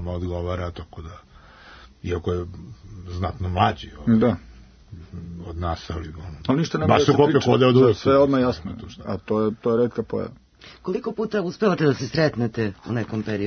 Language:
Serbian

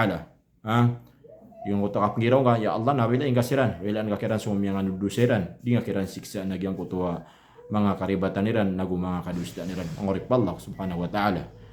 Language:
Maranao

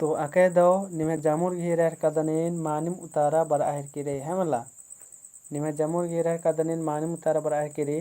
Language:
Kurukh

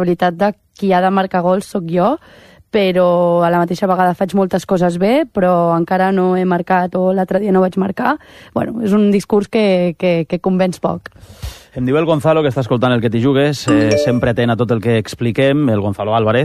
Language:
Catalan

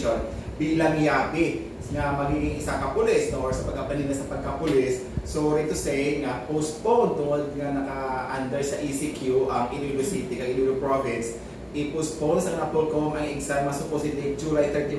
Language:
Hiligaynon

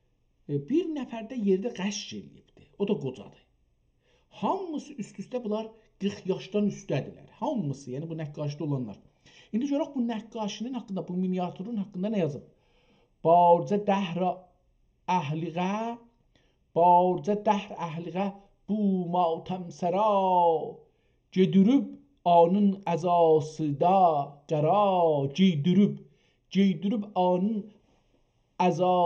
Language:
South Azerbaijani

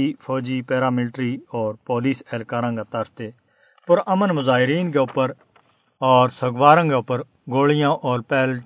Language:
Gujari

